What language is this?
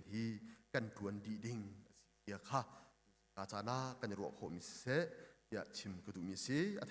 Hakha Chin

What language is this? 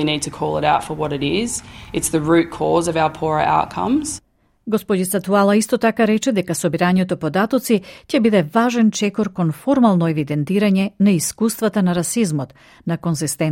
Macedonian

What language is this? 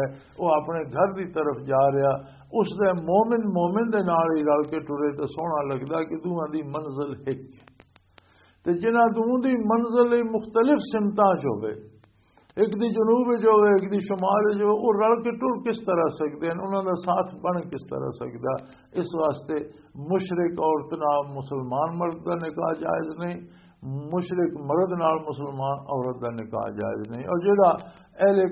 Western Panjabi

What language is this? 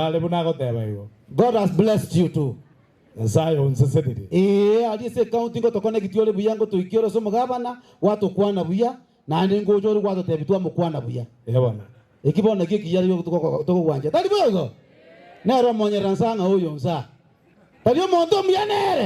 Gusii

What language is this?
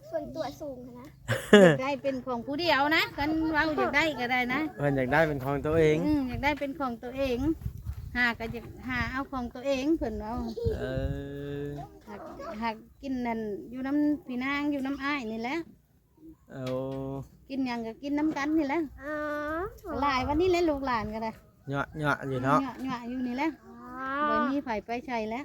Northeastern Thai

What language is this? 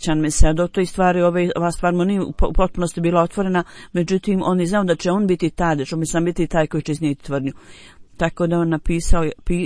Bosnian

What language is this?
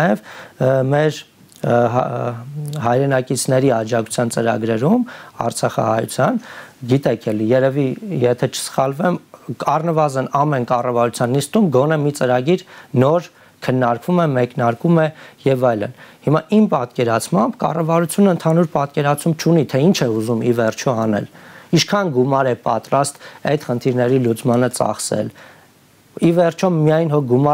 Armenian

